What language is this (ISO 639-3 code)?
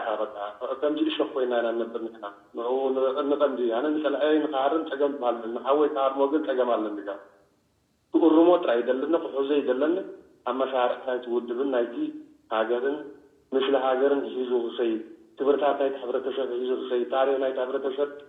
tir